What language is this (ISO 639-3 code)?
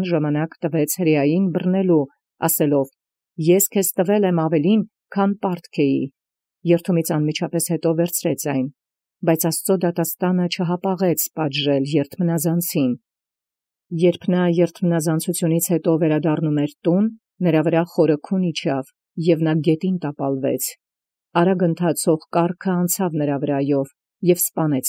hye